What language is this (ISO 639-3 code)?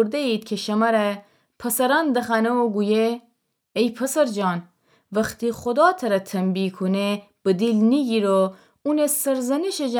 glk